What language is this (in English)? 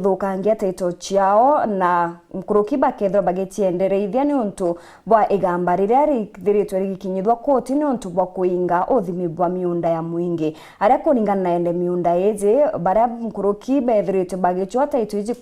Meru